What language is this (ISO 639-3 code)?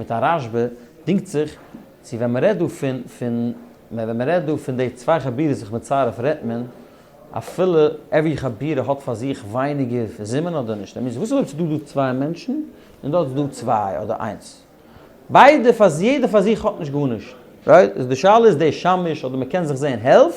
yid